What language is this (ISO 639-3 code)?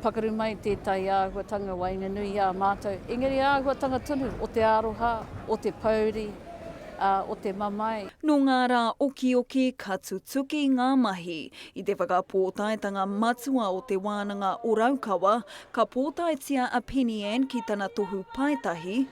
mri